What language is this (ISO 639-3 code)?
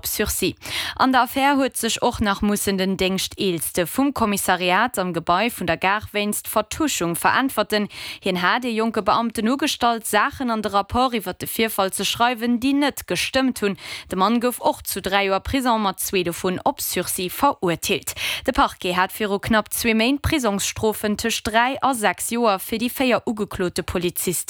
ltz